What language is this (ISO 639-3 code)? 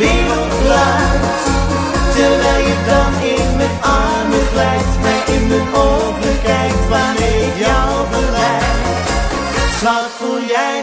nld